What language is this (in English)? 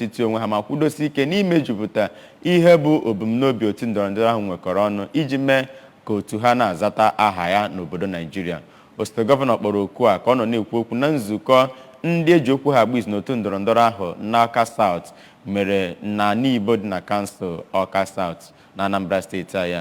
Igbo